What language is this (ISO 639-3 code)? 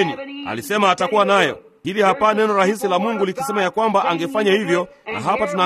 swa